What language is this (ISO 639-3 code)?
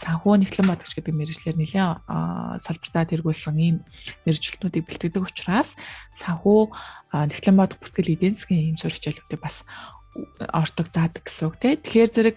mon